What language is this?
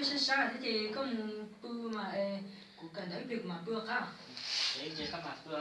Hmong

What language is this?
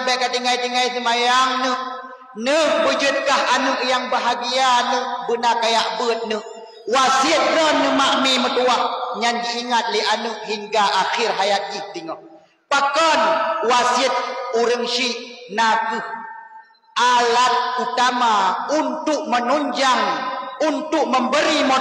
Achinese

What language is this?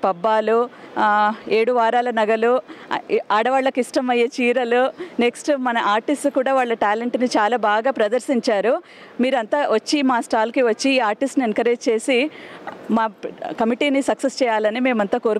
Telugu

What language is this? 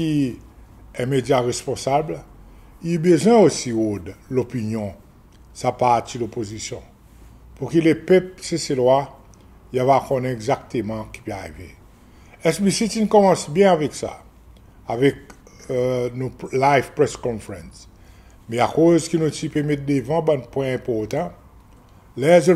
Seselwa Creole French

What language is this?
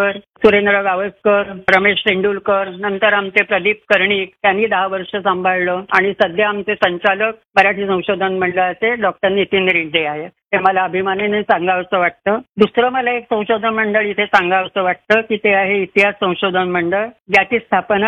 Marathi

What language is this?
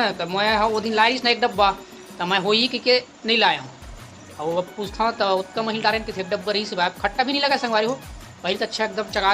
Chhattisgarhi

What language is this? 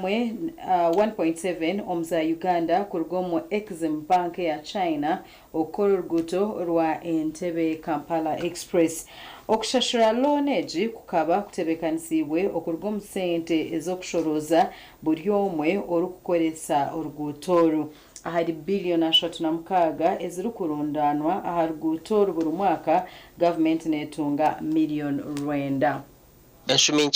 Nyankole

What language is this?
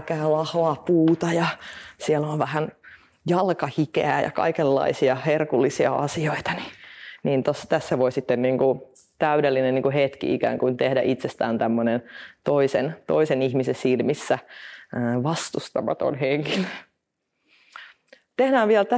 Finnish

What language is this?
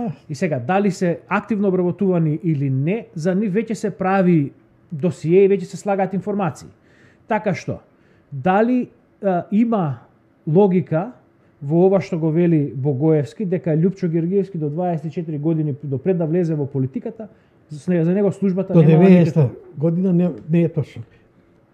Macedonian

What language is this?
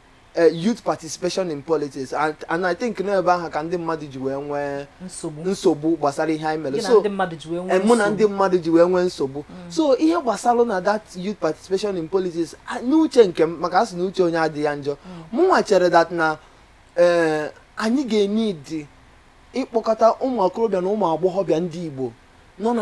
Igbo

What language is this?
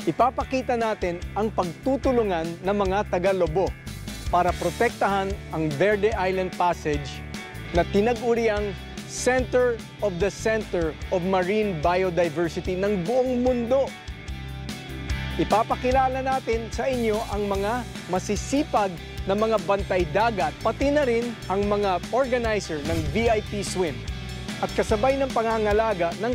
Filipino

